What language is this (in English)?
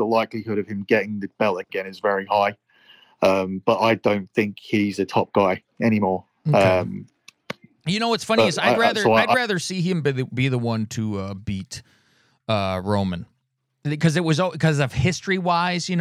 English